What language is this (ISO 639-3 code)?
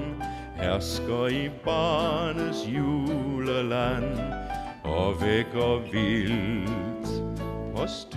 dan